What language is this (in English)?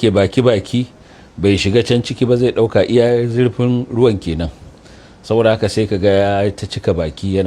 Hausa